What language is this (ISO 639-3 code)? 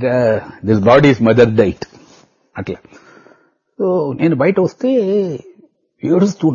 tel